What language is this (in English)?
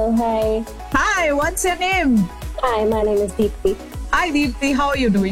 Hindi